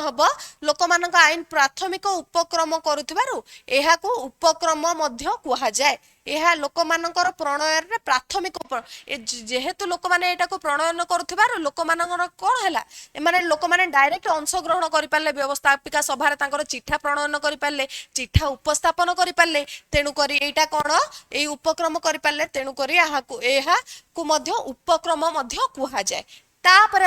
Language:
Odia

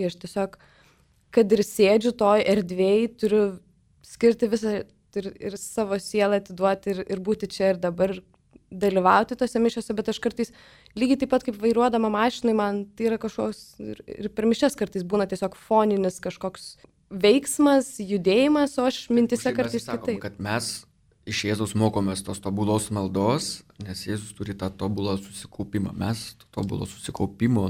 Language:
Lithuanian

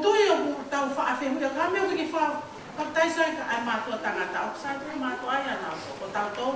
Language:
Tongan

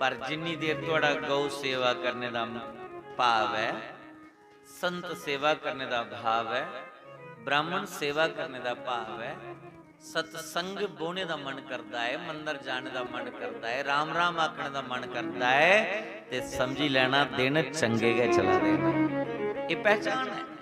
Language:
Dogri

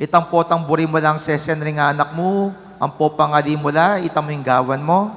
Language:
Pampanga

